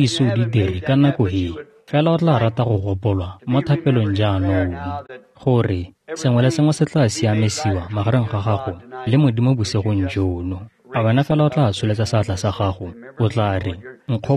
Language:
Tswana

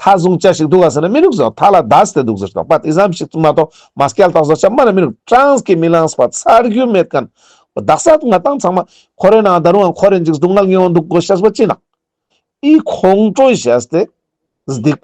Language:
Ladakhi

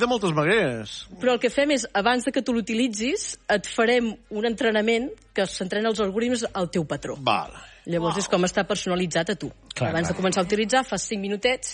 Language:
Catalan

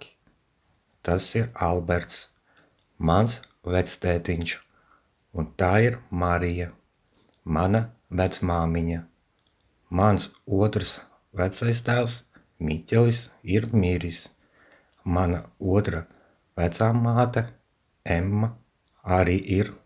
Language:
Latvian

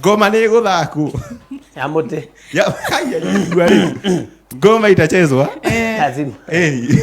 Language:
Kikuyu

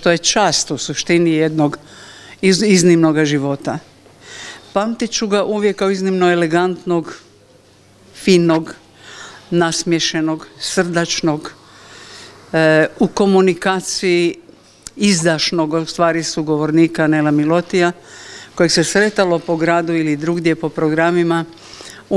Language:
Croatian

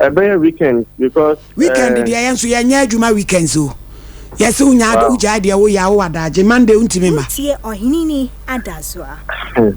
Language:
Akan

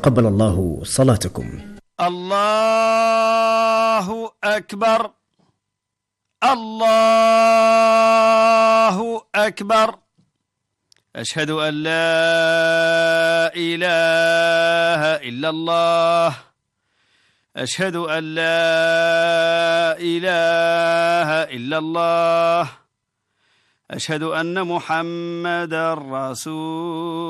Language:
Arabic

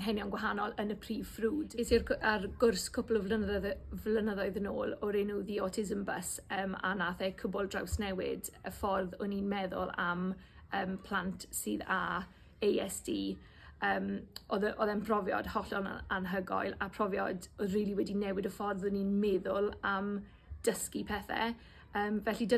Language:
Welsh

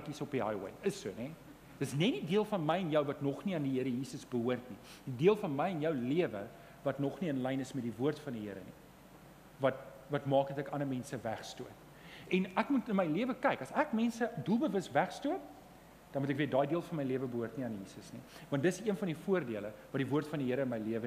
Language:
Afrikaans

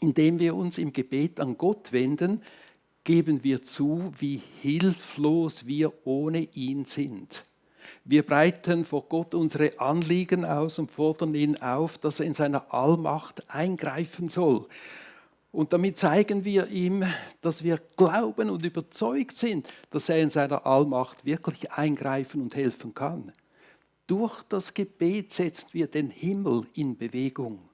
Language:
Swiss German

